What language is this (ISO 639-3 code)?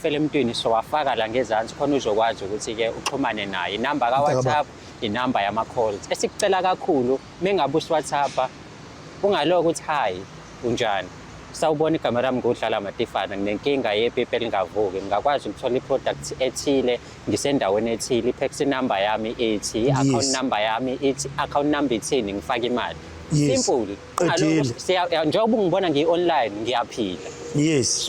zul